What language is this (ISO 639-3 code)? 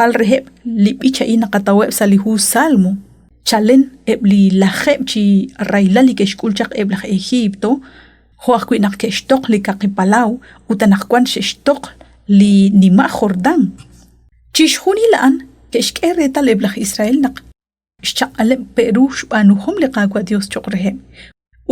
kek